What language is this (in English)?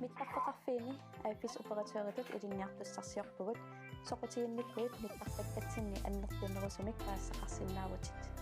Kalaallisut